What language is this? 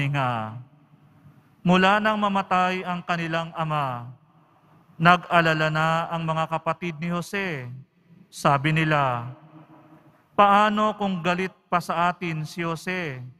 Filipino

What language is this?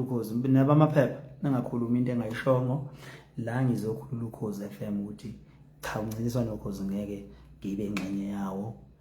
Zulu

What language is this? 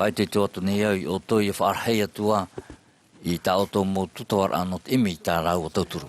Tahitian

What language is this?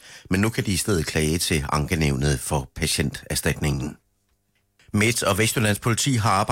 Danish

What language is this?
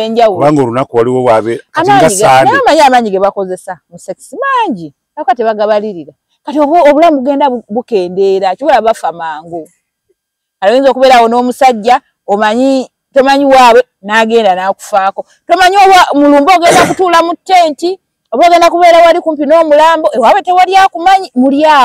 Ganda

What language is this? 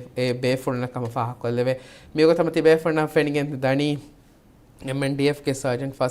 Divehi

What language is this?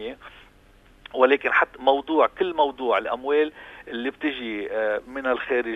North Levantine Arabic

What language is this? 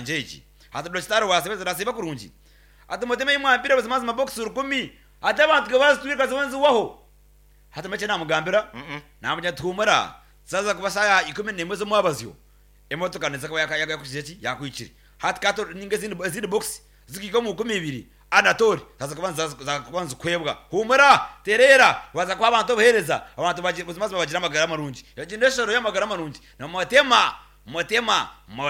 Nyankole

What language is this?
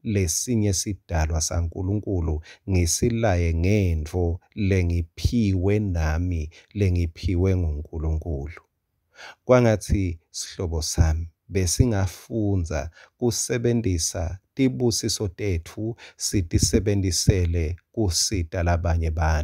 Swati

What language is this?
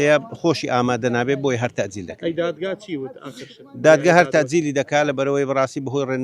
Central Kurdish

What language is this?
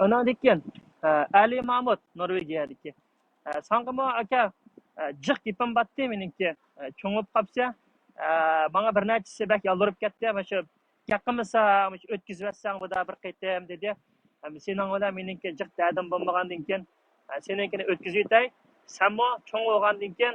Uyghur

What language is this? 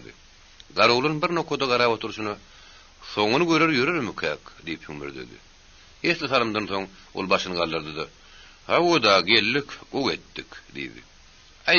Turkmen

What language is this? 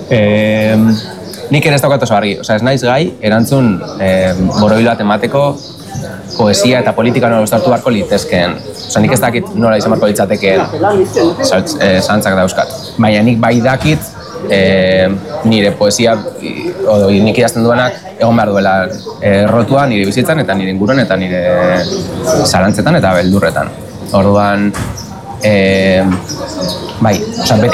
Basque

